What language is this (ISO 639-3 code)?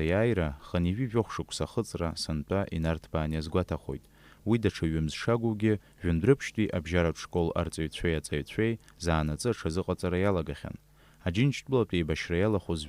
abk